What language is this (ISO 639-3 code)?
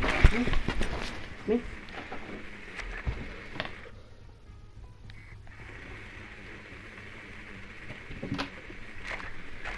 hun